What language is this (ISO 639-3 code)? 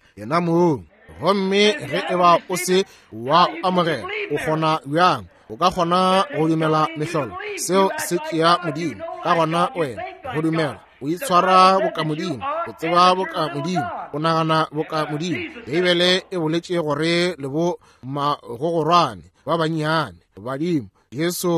nso